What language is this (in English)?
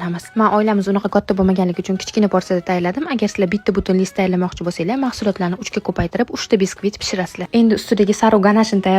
Uzbek